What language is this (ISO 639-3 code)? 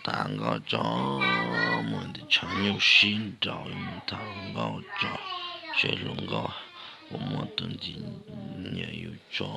hmn